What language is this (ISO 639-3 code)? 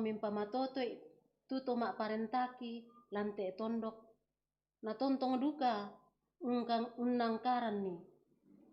sda